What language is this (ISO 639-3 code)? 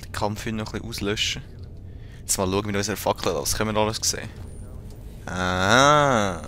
gsw